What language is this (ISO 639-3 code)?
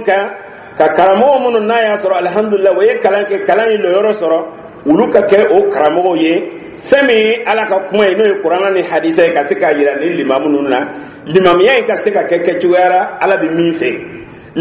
dyu